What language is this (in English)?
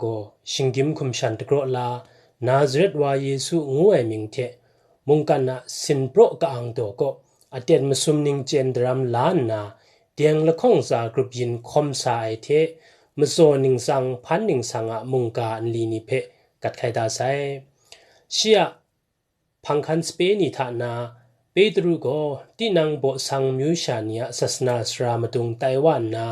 Kachin